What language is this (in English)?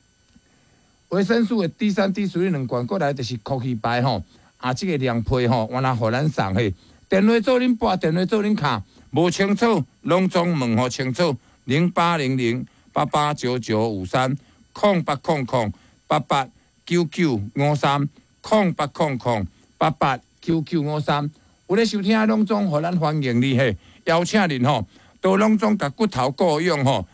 Min Nan Chinese